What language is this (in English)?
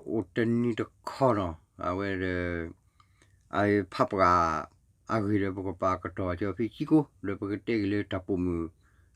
S'gaw Karen